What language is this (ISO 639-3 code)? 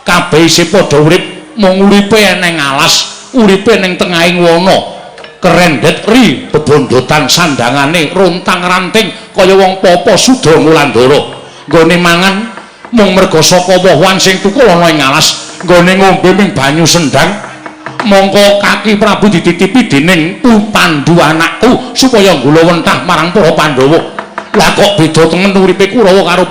jav